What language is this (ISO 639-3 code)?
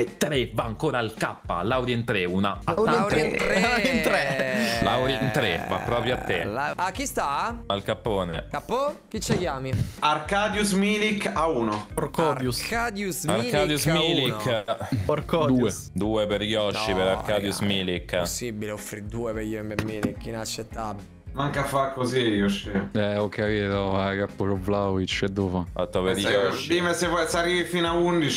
ita